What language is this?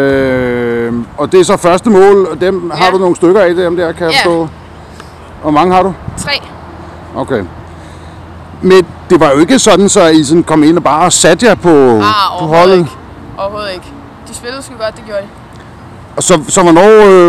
Danish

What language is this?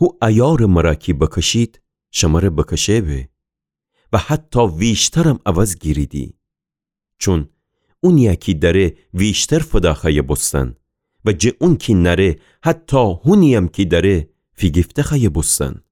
Gilaki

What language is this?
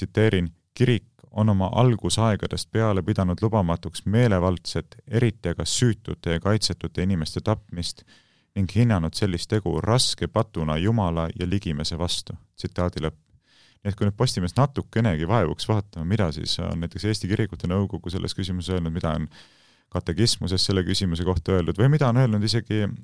Estonian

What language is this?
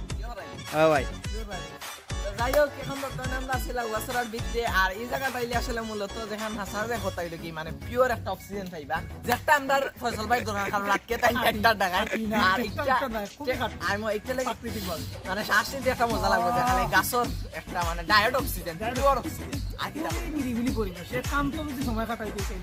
Sylheti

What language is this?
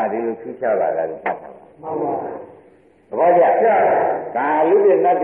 Burmese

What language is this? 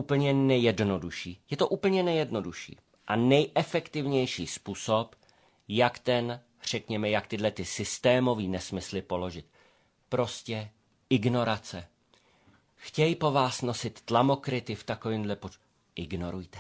Czech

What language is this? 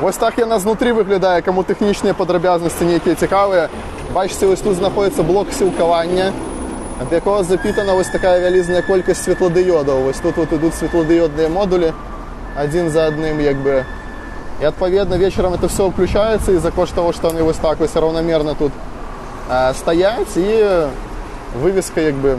Belarusian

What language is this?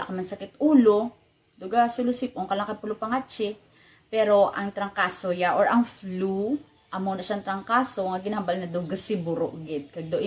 Hiligaynon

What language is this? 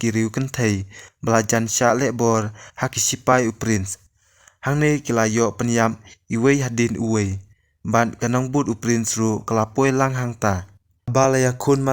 Khasi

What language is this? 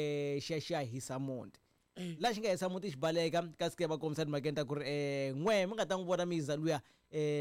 Tsonga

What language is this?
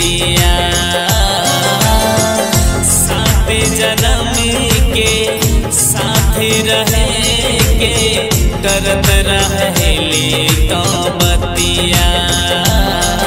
Bhojpuri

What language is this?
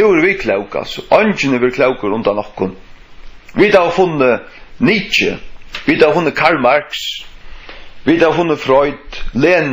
Faroese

